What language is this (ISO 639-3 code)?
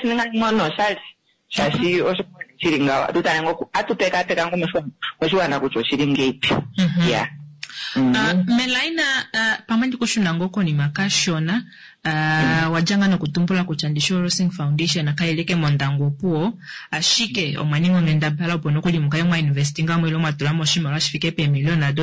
kua